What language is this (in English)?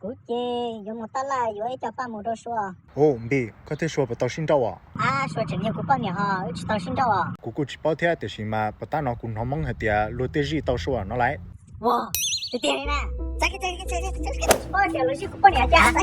Hmong